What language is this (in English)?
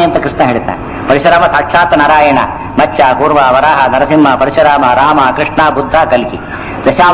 Kannada